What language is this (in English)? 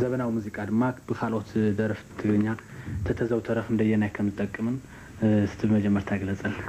Tigrinya